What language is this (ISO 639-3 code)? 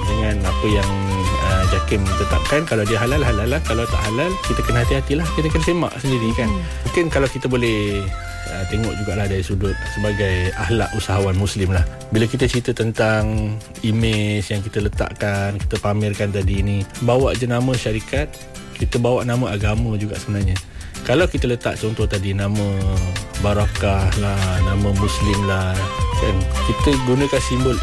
msa